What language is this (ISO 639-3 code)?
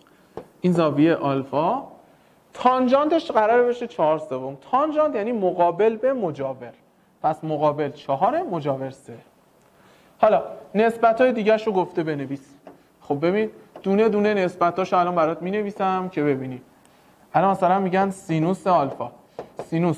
fas